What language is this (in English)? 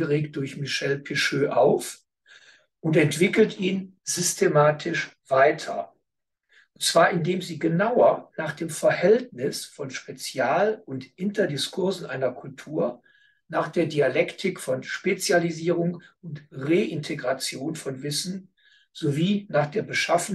German